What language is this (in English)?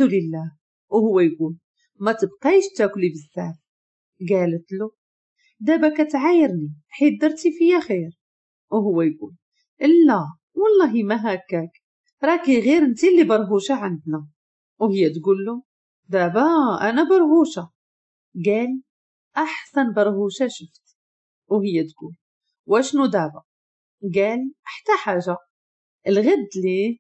Moroccan Arabic